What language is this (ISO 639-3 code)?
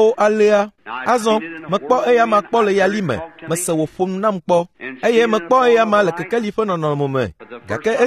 ewe